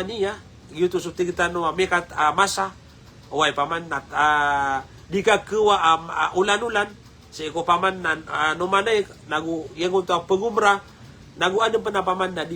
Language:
Maranao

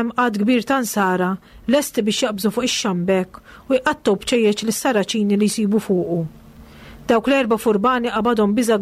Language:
Maltese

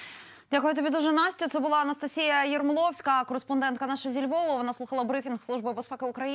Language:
Ukrainian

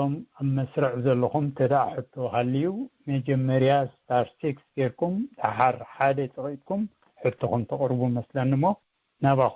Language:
Tigrinya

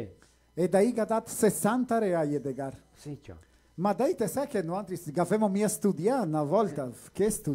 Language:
Venetian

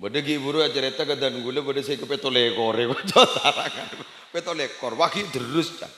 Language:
Madurese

